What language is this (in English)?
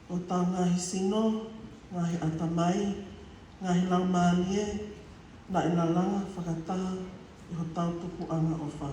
Tongan